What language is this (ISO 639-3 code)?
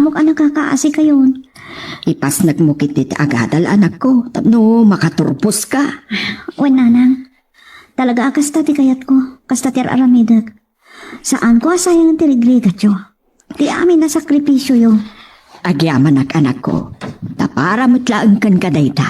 ilo